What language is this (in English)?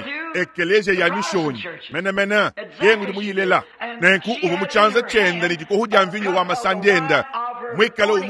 Luba-Lulua